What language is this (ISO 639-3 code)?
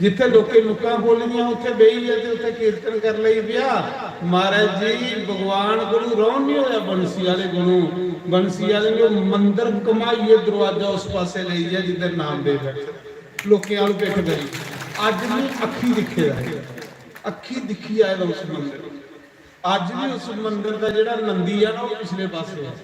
doi